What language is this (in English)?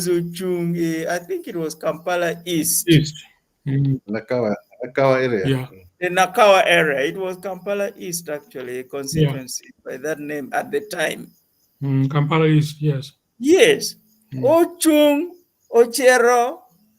Acoli